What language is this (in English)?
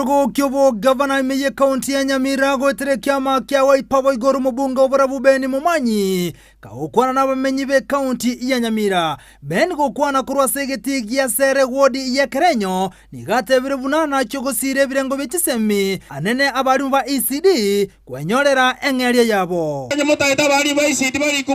Gusii